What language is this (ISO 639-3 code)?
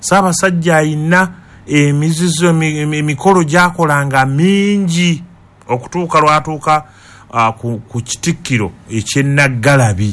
lug